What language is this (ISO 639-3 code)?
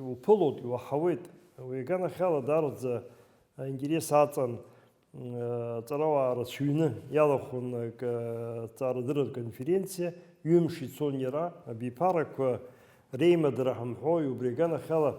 abk